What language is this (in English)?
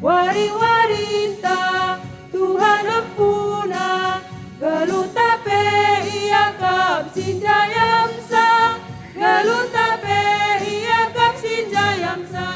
Batak Karo